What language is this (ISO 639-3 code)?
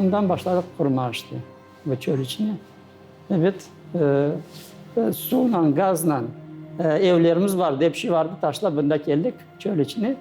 crh